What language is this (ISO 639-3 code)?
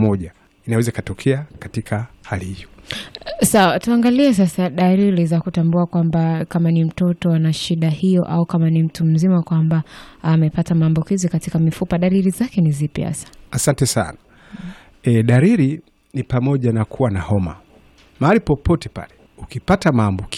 swa